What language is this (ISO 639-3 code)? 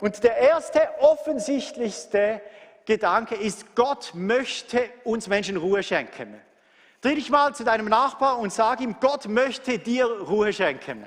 gsw